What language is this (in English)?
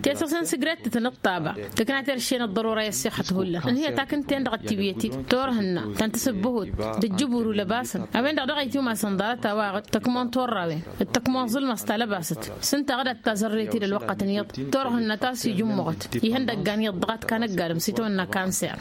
Tamasheq